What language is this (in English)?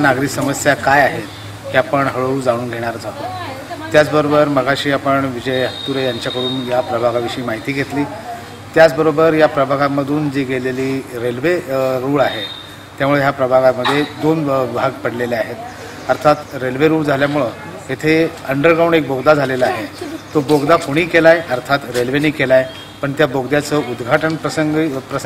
Marathi